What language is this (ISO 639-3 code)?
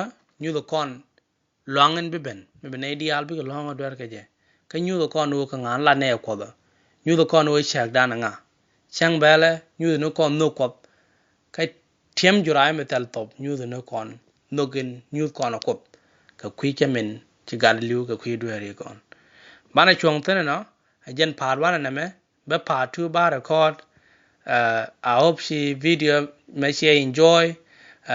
nus